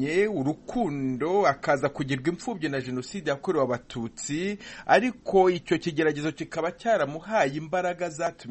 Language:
Kinyarwanda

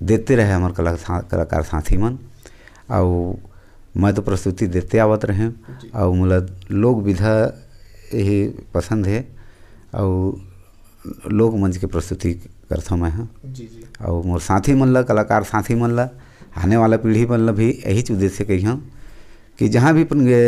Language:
Chhattisgarhi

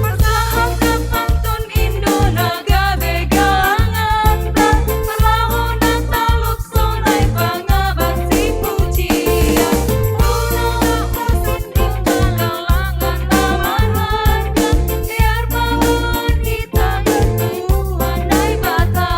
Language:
Batak Simalungun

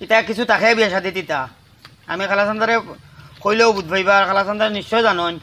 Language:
Sylheti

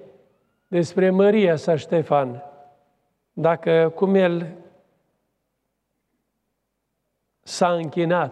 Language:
Romanian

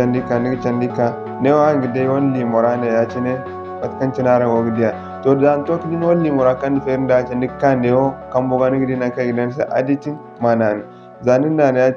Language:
Zarma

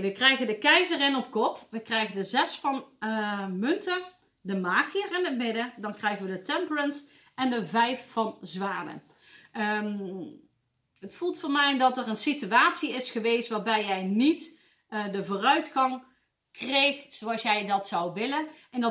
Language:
Dutch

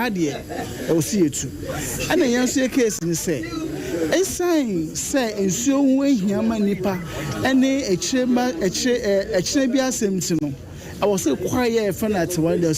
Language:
Akan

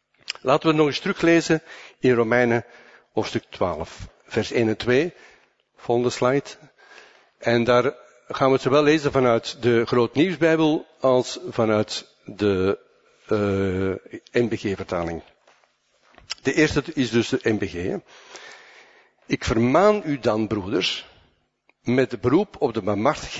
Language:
Dutch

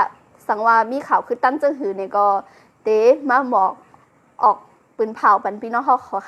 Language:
Shan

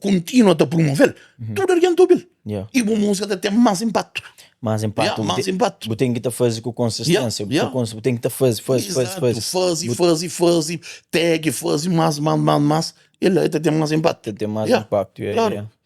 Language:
Kabuverdianu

